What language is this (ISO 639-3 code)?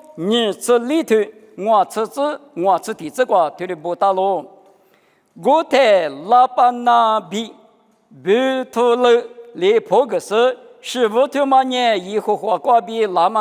lis